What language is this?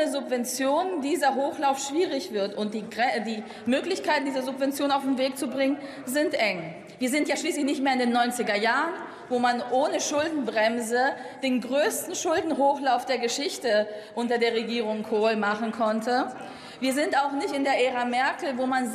German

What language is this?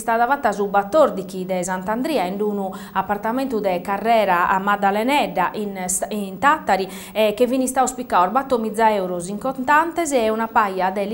Sardinian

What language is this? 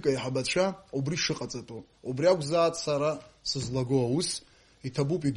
Abkhazian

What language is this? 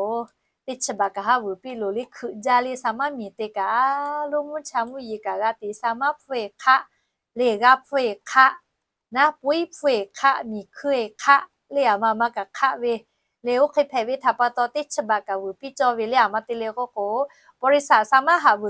Lahu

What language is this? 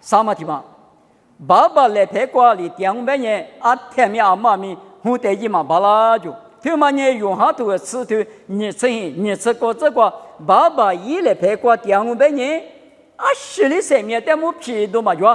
Lisu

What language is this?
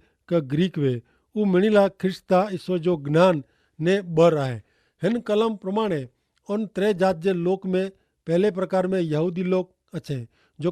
Kachhi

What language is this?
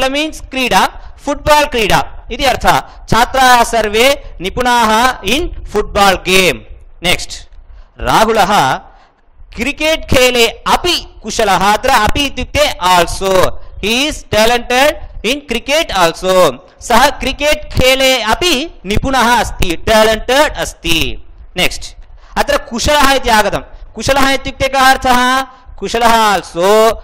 Sanskrit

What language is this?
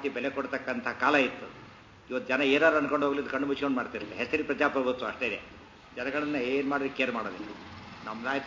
Kannada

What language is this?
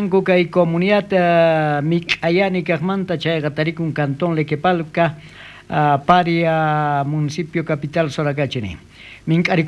South Bolivian Quechua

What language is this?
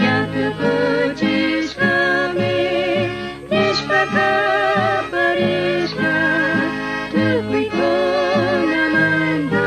Chimborazo Highland Quichua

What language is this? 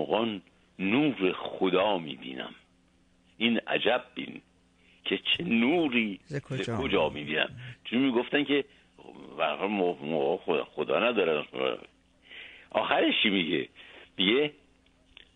Persian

